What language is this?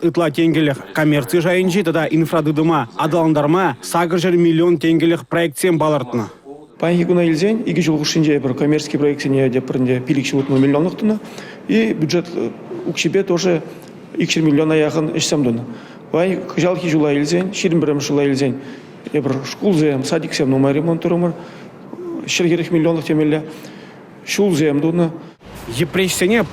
Chuvash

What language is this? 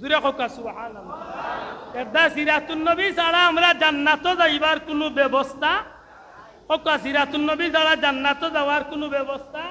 Sylheti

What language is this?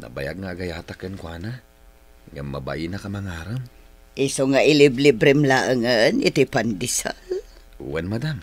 Iloko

